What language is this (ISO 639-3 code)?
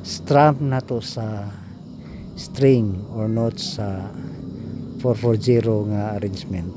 ceb